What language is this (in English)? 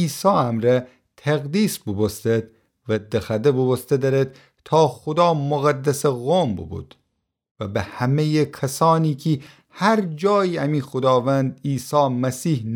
Gilaki